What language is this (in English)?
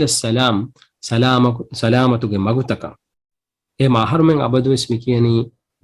Divehi